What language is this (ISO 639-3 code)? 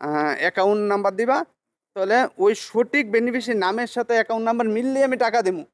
trp